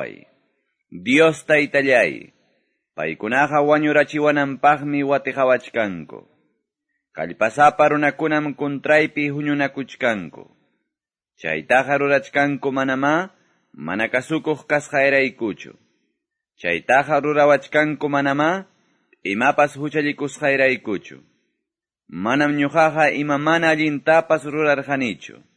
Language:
Quechua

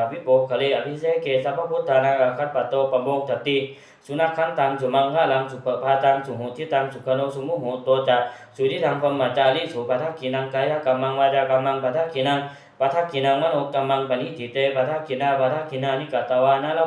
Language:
Pali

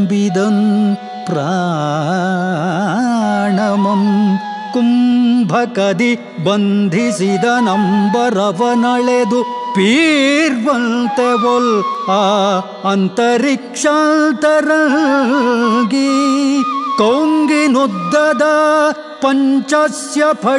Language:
Kannada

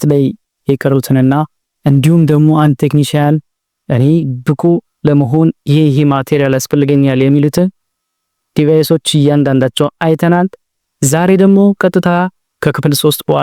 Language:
Amharic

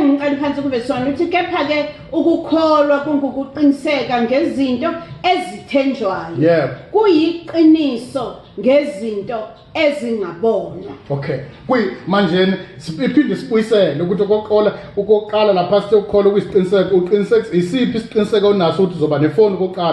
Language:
Zulu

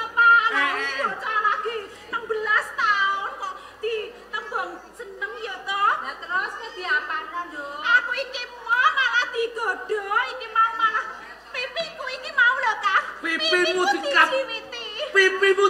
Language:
Javanese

